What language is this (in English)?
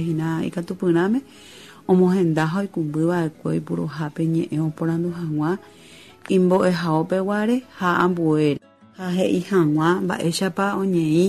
Guarani